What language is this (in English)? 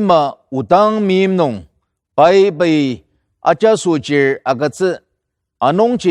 Ao Naga